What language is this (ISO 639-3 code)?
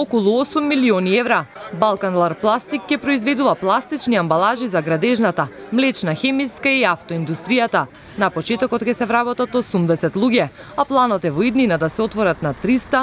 mkd